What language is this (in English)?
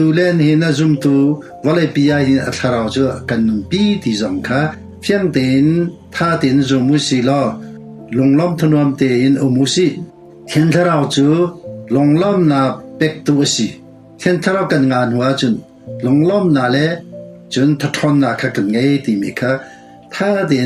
Hakha Chin